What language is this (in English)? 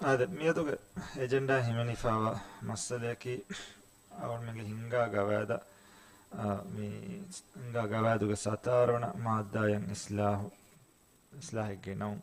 Divehi